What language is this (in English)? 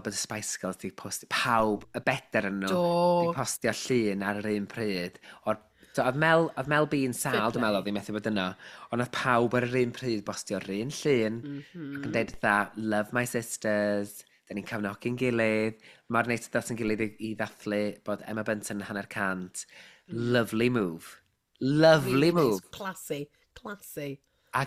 Welsh